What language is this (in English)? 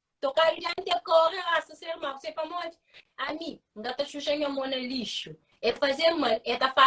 Kabuverdianu